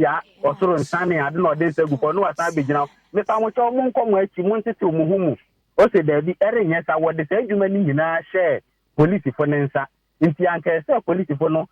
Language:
Akan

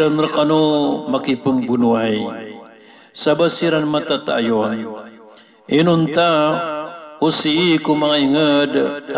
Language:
Maranao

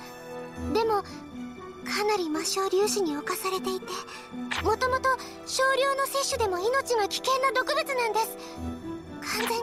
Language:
Japanese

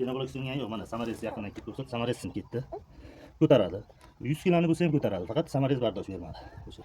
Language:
Uzbek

